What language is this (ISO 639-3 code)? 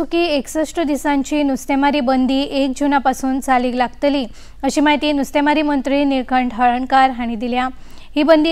kok